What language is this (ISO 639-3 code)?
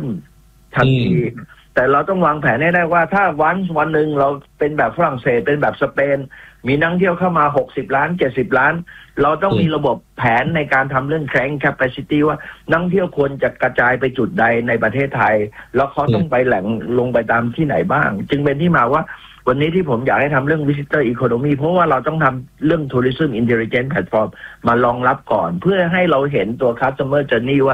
tha